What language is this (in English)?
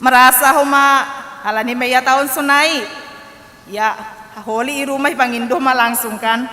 Batak Simalungun